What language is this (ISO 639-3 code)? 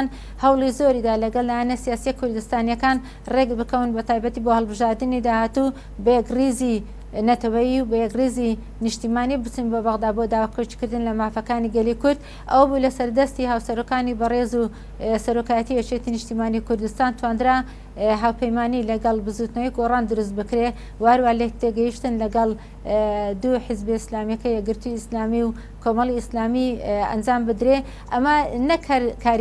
ckb